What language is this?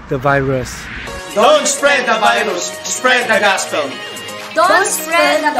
Filipino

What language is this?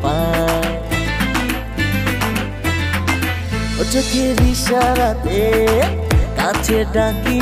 Bangla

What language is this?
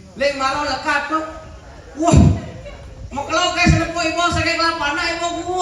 Balinese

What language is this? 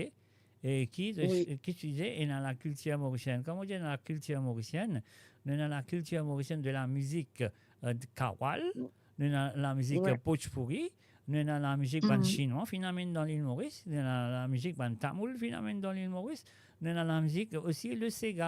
Morisyen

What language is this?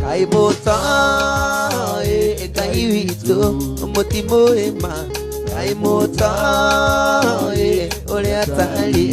Kikuyu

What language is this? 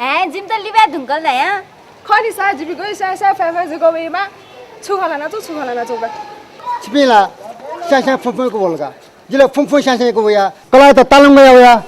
Newari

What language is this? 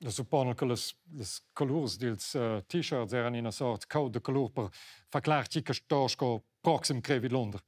Romansh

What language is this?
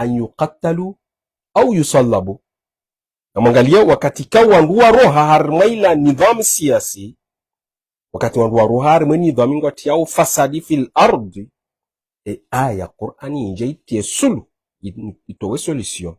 Ngazidja Comorian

